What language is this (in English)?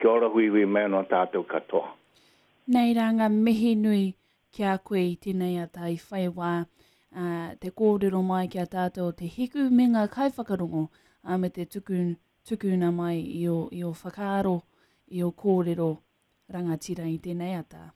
Māori